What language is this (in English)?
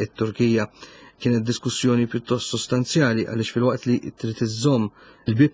Maltese